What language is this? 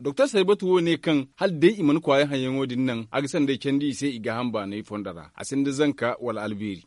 Zarma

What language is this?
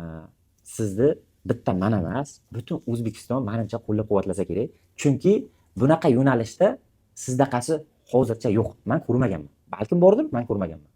Uzbek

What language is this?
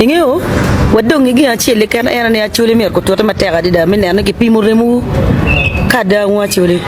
Acoli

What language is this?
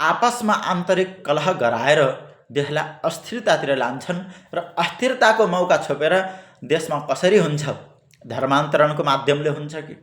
Nepali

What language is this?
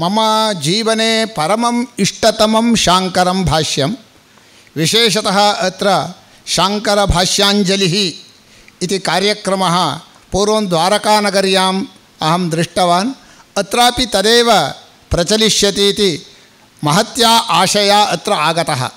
Sanskrit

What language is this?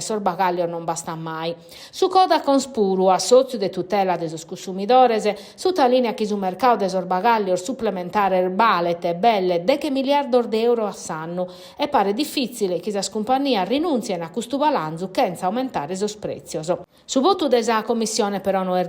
Sardinian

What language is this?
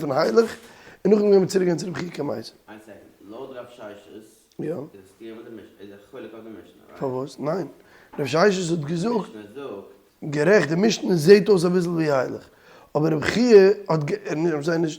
Yiddish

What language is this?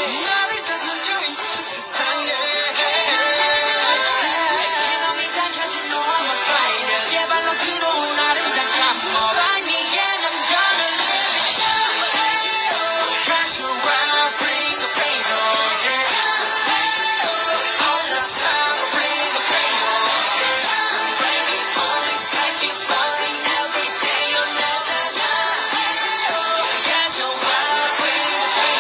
Korean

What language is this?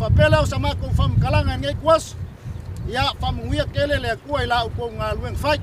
Samoan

